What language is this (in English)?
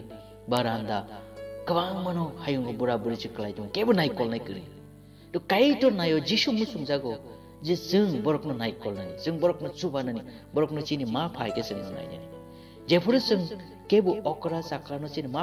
Kok Borok